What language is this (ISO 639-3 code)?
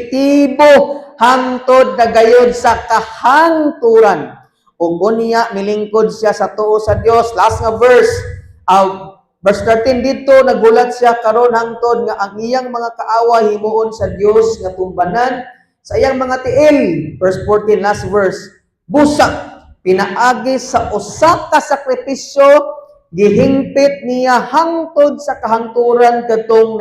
ceb